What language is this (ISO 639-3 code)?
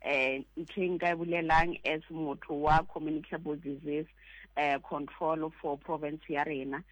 sot